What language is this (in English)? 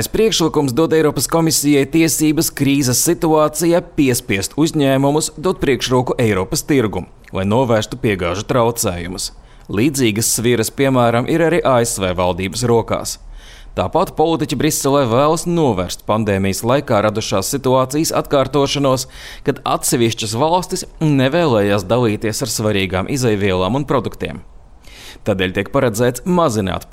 Latvian